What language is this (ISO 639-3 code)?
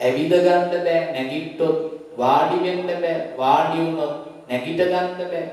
sin